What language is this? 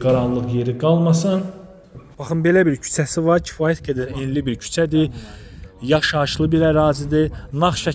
Azerbaijani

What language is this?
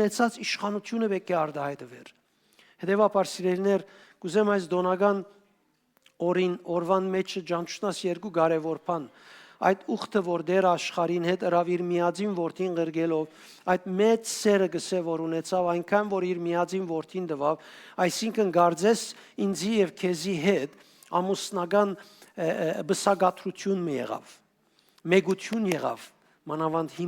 Western Armenian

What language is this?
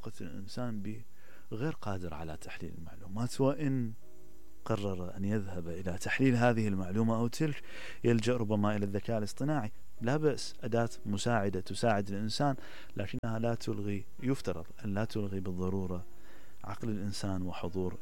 Mesopotamian Arabic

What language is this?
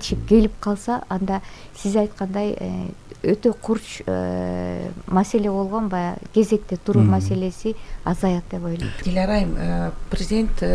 Kyrgyz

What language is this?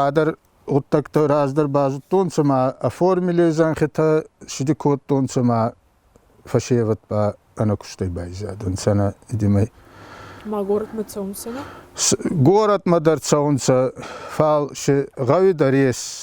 Ossetic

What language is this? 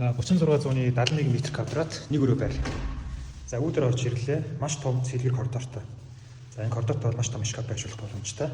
Mongolian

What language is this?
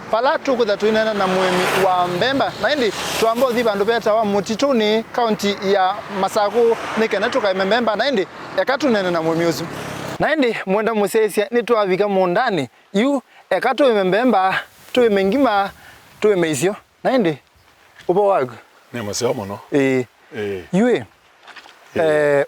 Kamba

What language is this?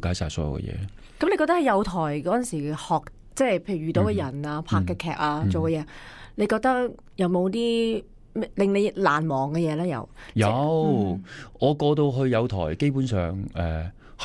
Cantonese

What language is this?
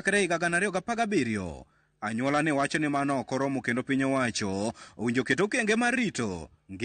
Luo (Kenya and Tanzania)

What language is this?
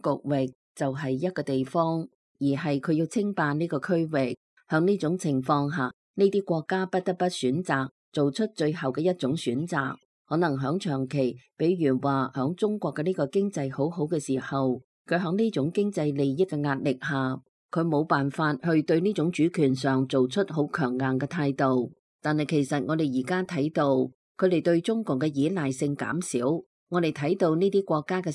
Cantonese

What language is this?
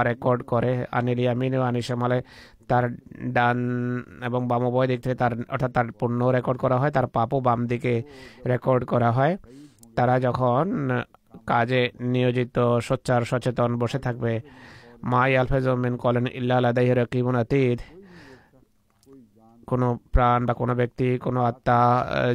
Bangla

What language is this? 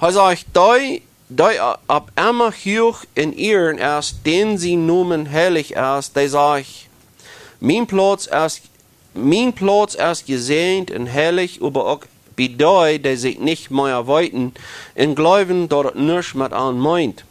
Plautdietsch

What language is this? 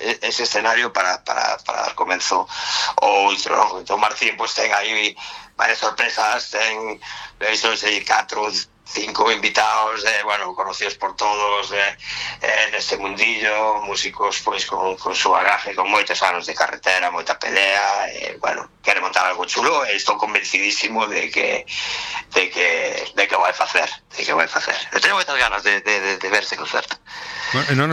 Galician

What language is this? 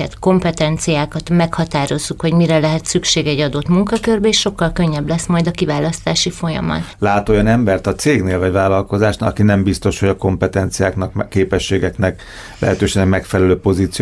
Hungarian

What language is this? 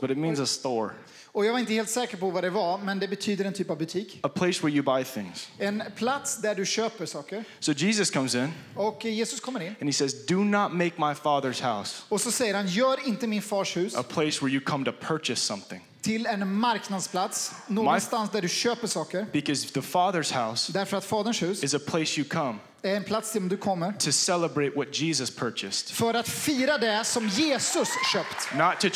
Swedish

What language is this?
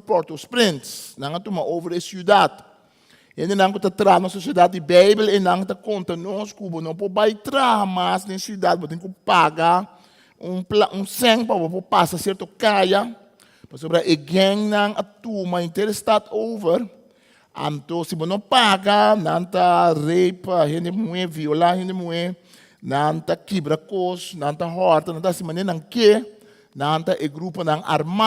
Papiamento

